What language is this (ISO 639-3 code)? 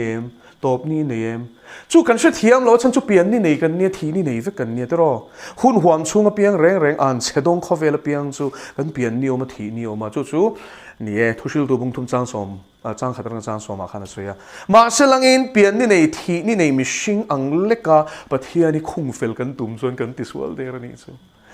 lus